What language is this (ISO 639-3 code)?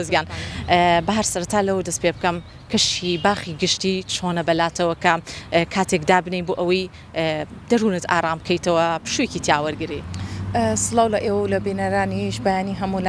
ckb